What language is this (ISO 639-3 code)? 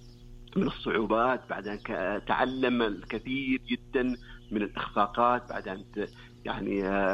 ara